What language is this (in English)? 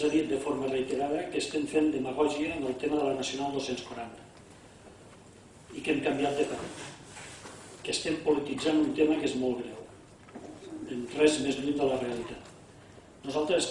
Catalan